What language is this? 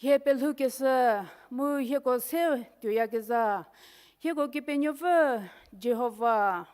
Angami Naga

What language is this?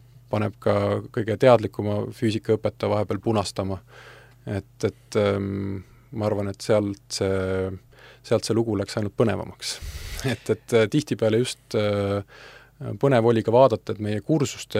Estonian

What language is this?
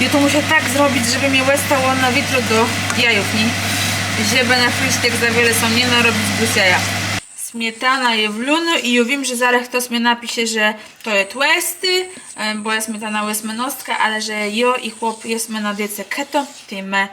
Kashubian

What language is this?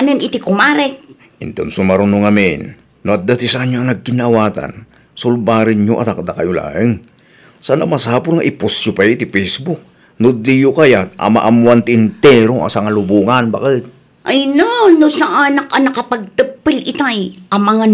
Iloko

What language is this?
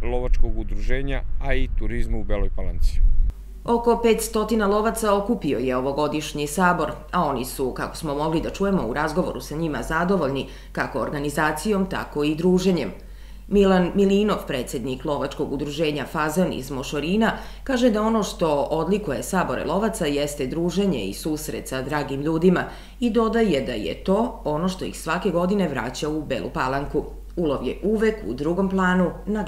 Serbian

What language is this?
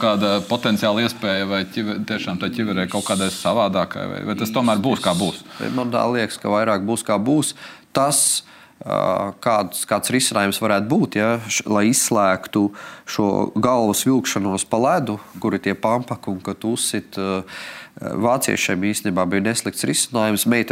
Latvian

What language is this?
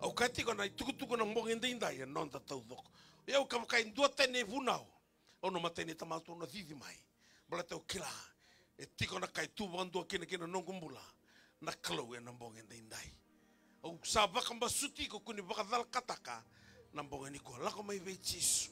Fijian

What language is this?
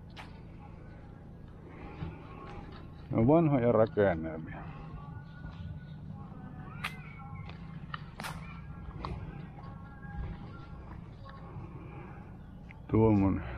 Finnish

